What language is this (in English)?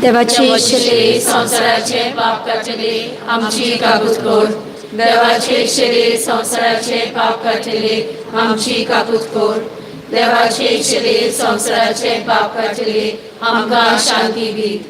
Konkani